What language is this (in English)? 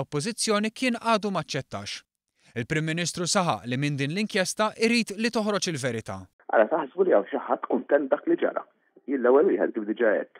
Maltese